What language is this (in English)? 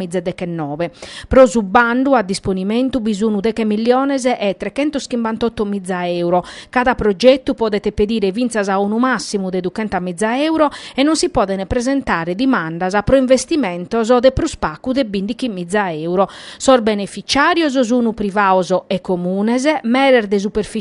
Sardinian